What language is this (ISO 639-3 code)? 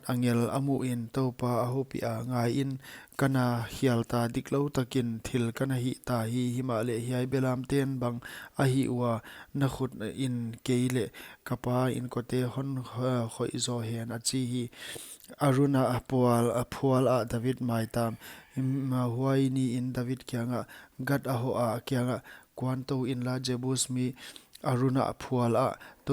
pck